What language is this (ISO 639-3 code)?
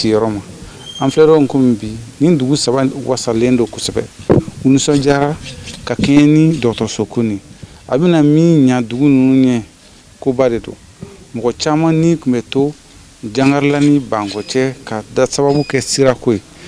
bam